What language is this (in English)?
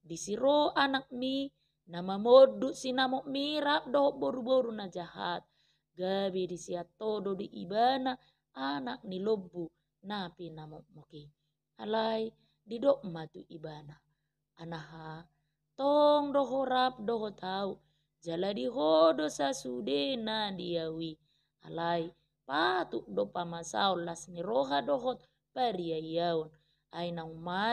Batak Toba